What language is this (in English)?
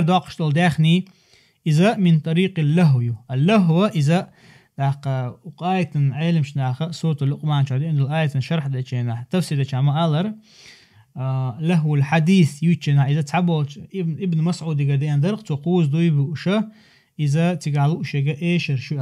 Chechen